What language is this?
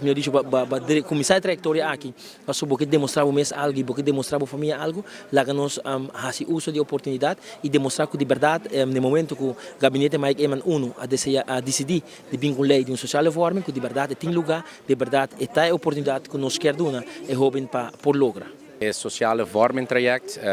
Papiamento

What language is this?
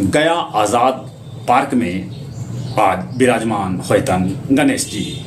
Magahi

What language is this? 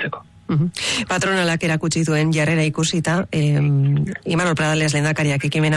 Basque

